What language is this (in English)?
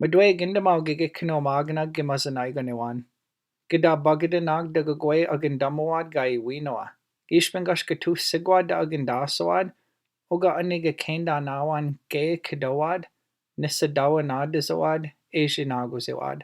Chippewa